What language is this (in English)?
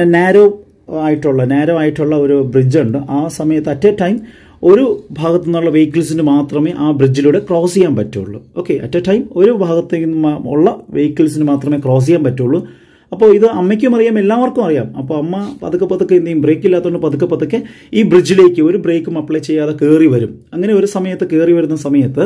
Malayalam